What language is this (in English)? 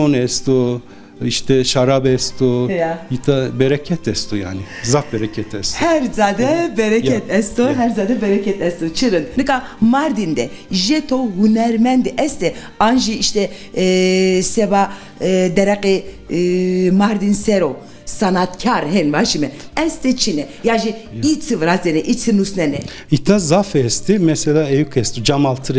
Zaza